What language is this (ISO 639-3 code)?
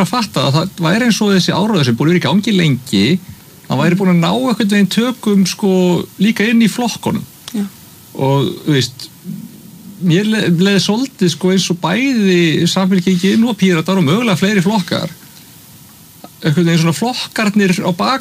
isl